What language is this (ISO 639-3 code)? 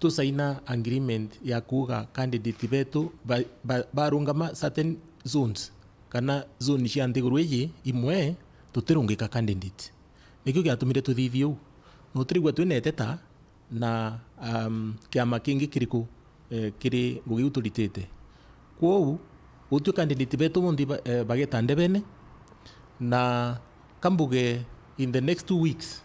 mer